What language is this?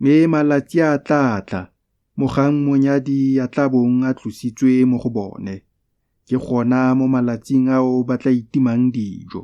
Tswana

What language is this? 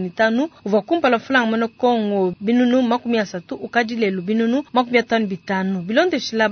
Luba-Lulua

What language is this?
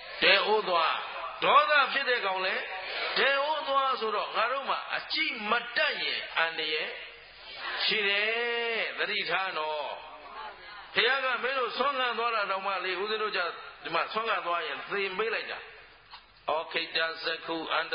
Burmese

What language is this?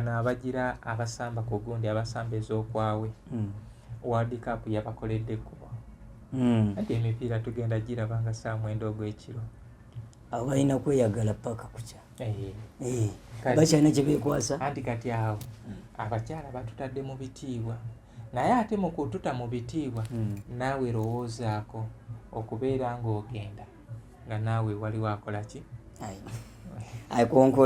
Ganda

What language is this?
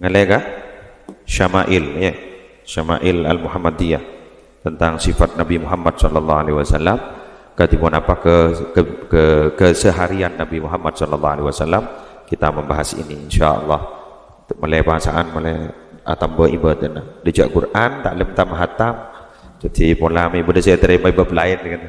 Madurese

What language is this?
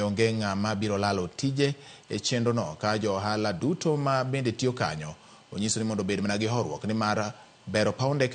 Luo (Kenya and Tanzania)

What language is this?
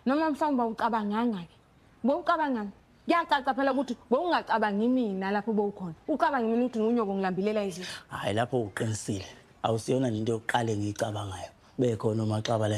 Zulu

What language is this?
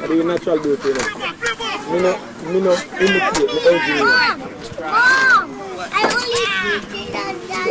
Jamaican Creole English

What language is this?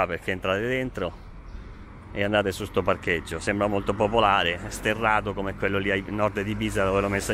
Italian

